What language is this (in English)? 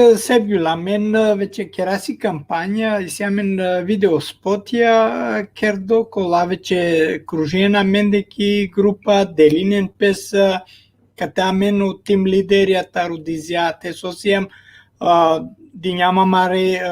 Balkan Romani